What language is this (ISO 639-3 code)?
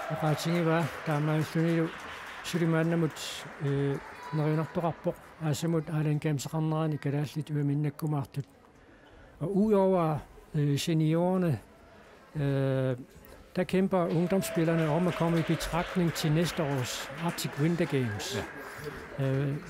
kal